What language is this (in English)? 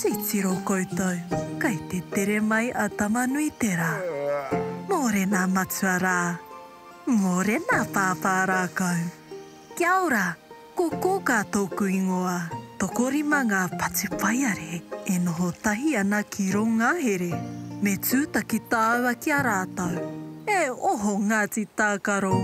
Māori